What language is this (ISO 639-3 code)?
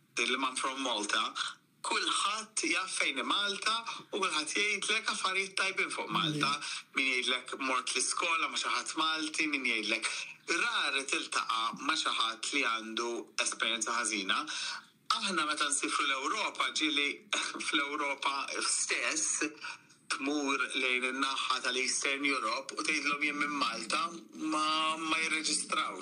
mlt